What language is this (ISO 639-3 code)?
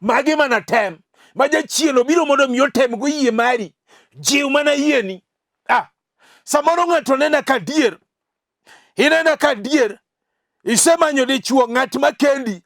luo